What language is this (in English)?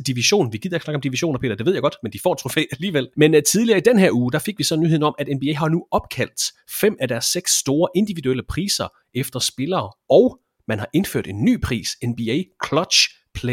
Danish